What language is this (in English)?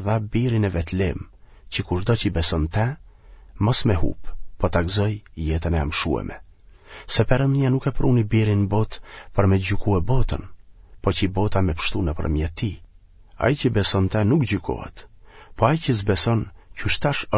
Albanian